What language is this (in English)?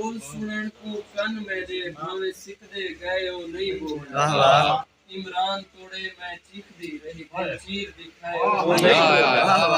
Saraiki